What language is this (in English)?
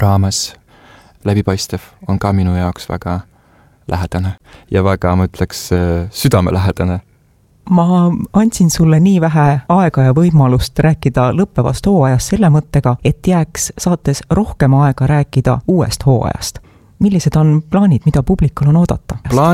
Estonian